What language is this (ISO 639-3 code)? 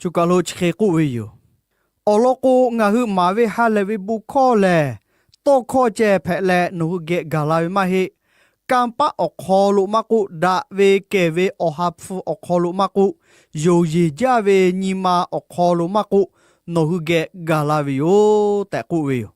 lhu